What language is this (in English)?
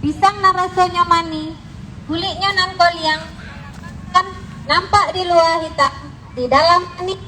Minangkabau